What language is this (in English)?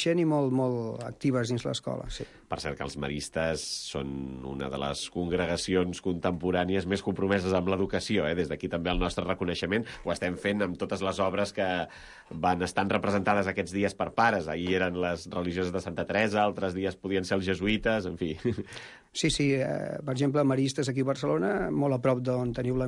Catalan